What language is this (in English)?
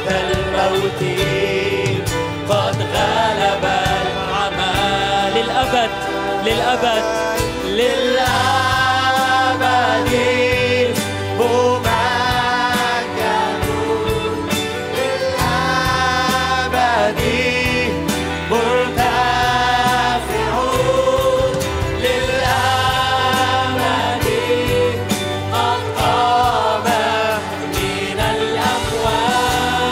Egyptian Arabic